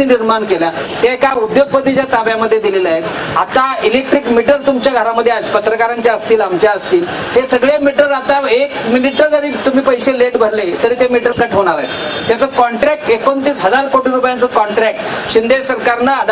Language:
Marathi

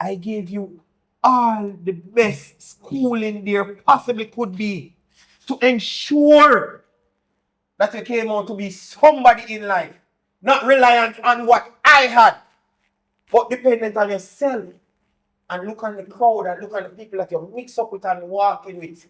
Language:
Jamaican Creole English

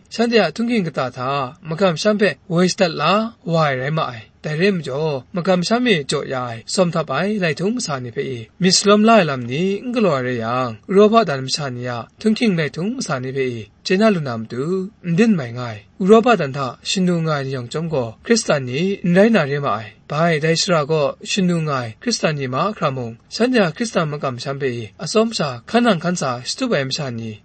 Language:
Kachin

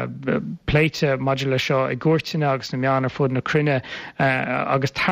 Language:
Irish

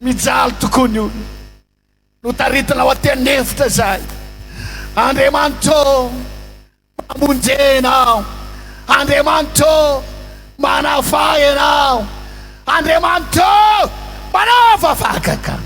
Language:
Malagasy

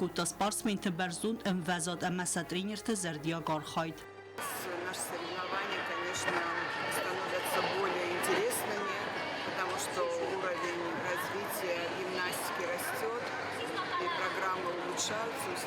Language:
Ossetic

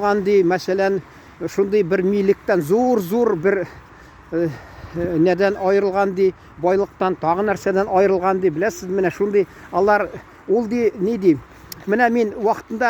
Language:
Tatar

